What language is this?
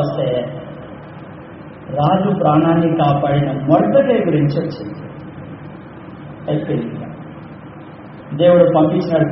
Telugu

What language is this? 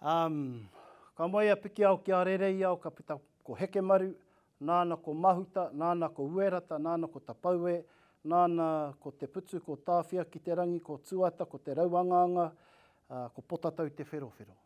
Māori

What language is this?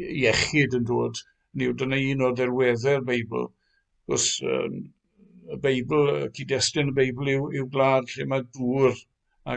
Welsh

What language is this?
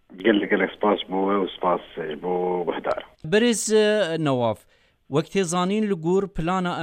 Kurdish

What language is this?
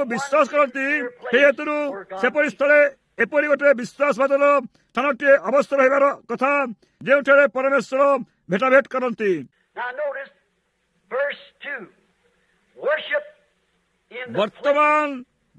Odia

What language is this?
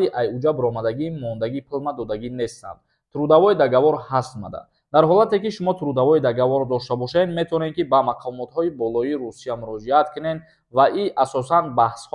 Tajik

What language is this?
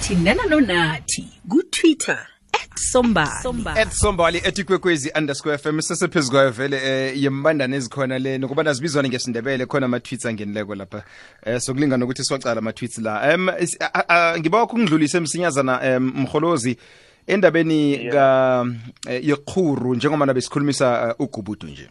South Ndebele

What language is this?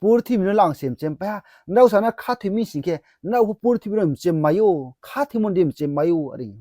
Riang (India)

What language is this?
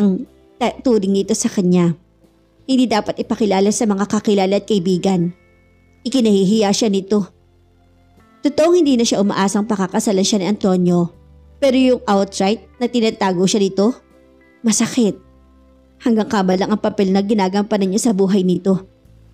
Filipino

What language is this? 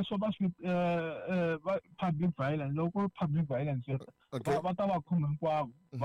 Tsonga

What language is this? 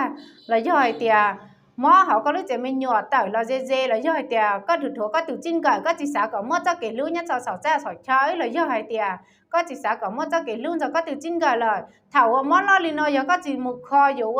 Hmong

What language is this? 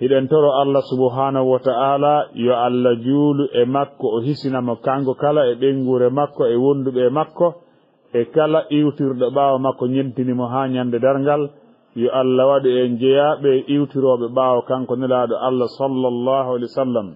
Fula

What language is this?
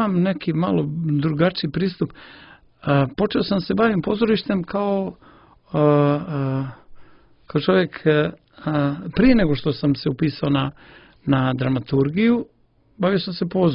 Serbian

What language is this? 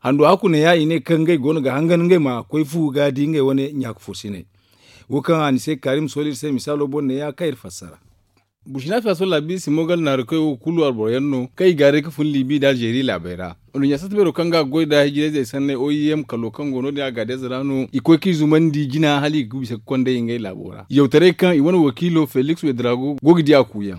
Zarma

